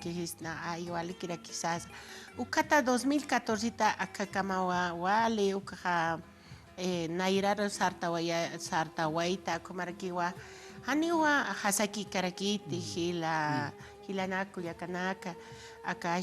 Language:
Aymara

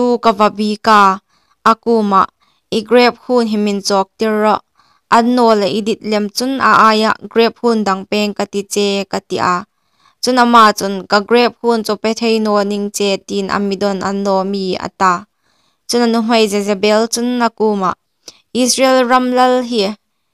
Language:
Hmar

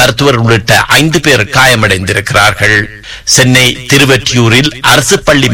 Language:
Tamil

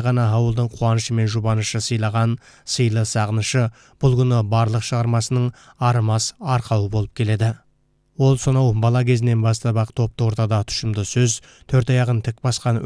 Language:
Kazakh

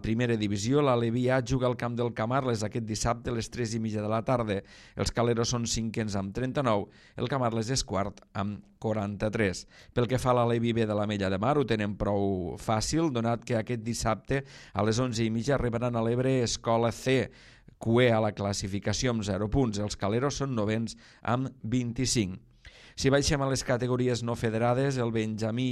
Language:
Catalan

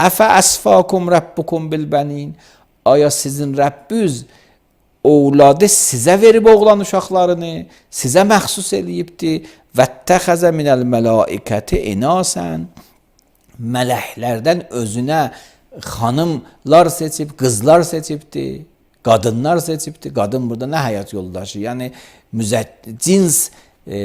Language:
Azerbaijani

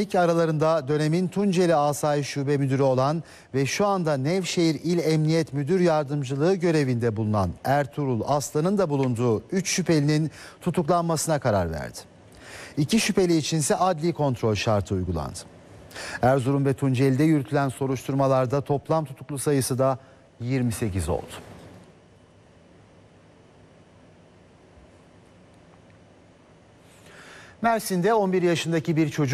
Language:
Turkish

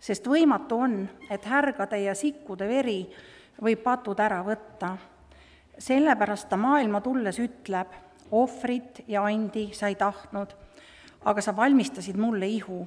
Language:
Estonian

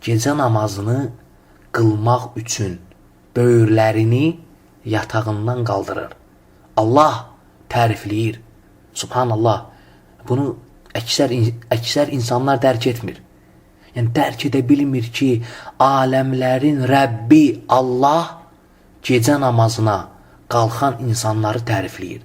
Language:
Azerbaijani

